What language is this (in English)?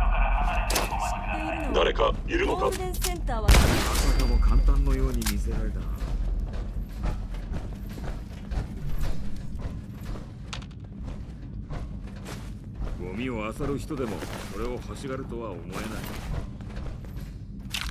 Japanese